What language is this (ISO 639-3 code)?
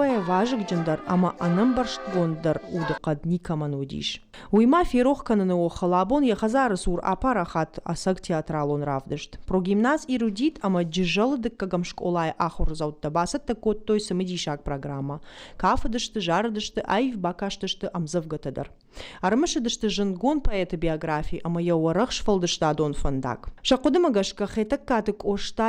oss